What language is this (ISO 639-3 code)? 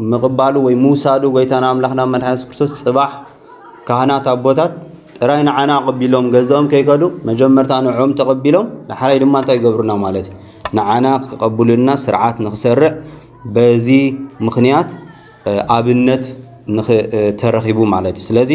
tir